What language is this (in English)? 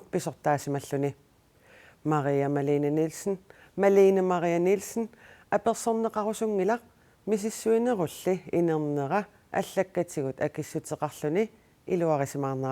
Kalaallisut